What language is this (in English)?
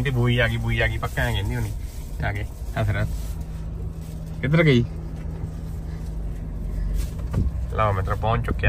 Punjabi